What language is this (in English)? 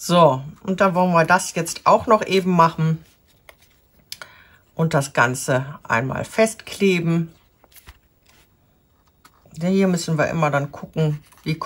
German